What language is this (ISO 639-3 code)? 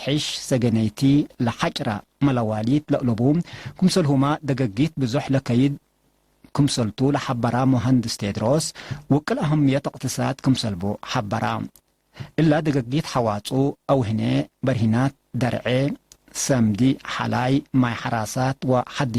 tig